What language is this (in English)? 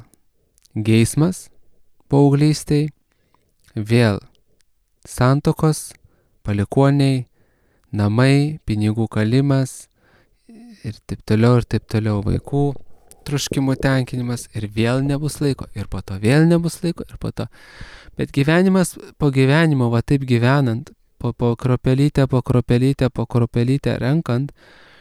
Lithuanian